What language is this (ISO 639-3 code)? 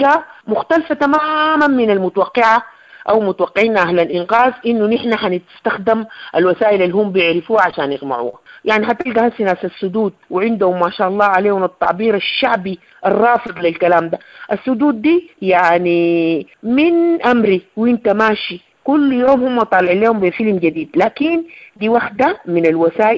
apd